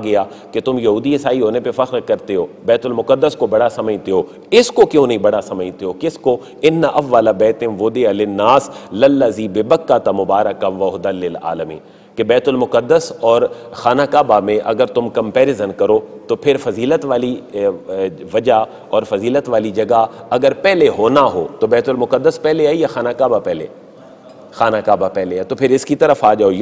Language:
Urdu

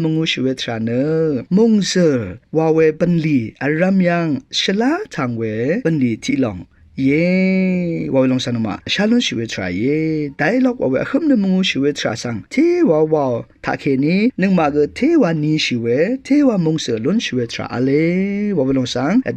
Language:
Rawang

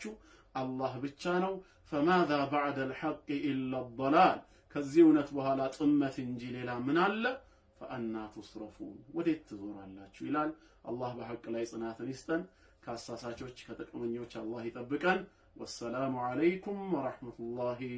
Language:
Amharic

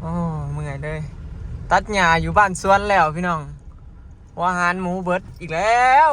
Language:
Northeastern Thai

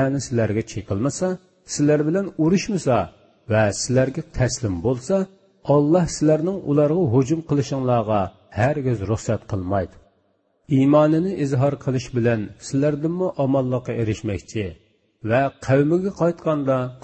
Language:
Uyghur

